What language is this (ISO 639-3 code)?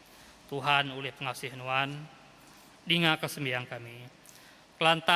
iba